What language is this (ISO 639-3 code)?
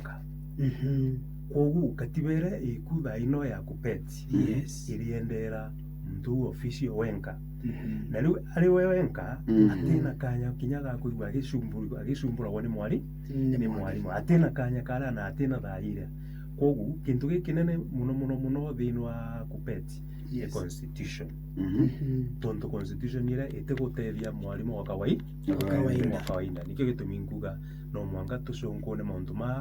mer